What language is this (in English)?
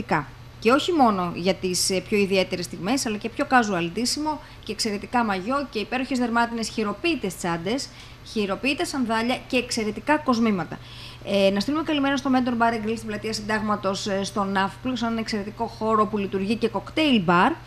Greek